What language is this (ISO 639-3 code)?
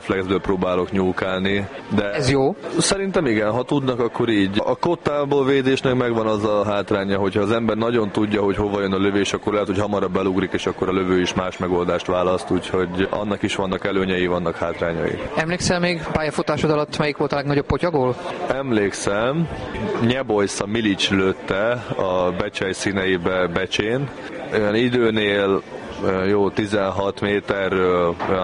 hun